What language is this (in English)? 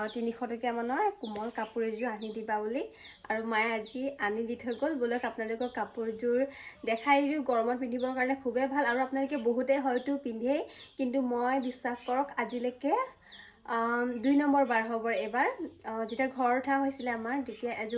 Assamese